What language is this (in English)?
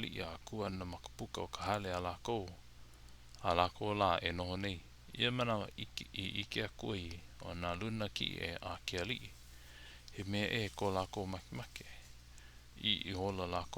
Hawaiian